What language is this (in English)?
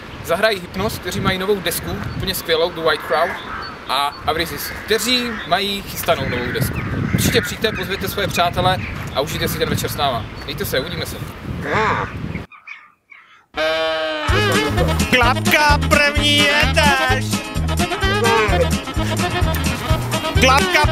Czech